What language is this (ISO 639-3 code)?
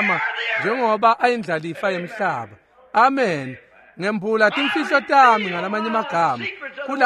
ssw